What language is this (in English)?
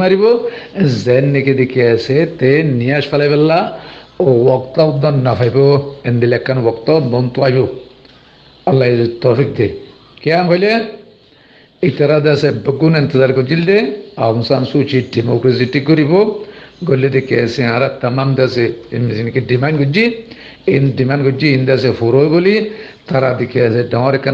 Rohingya